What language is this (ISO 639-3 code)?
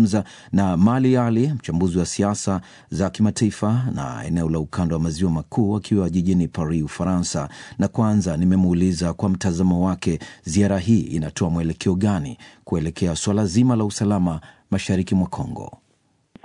swa